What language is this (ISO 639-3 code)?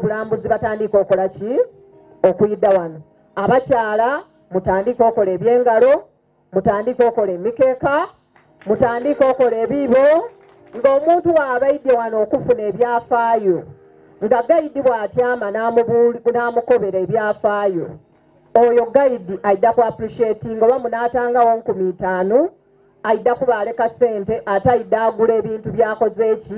xog